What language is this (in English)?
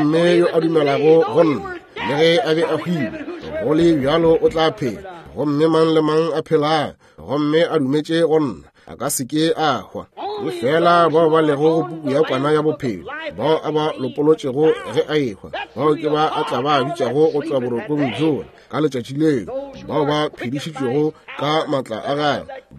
Northern Sotho